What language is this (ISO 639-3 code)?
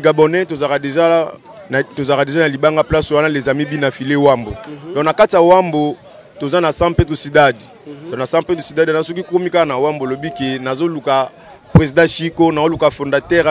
lin